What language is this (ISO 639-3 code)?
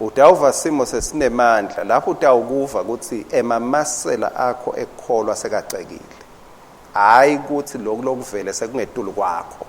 ssw